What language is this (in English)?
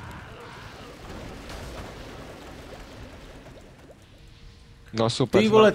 Czech